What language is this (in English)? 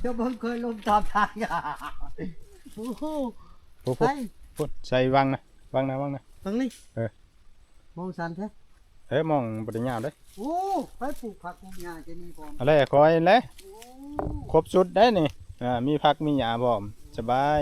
Northeastern Thai